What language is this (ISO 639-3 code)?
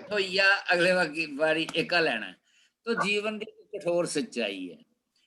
doi